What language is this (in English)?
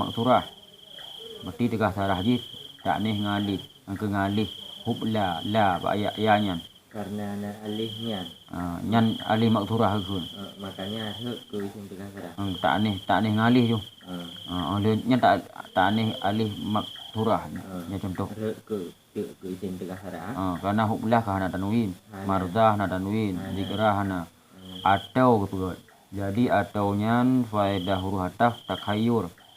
Achinese